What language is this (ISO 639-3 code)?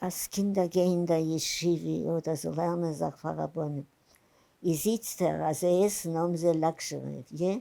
yid